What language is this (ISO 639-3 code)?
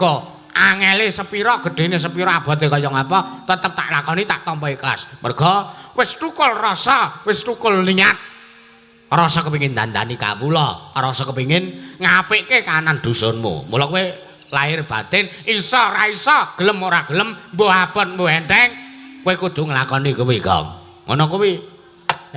jav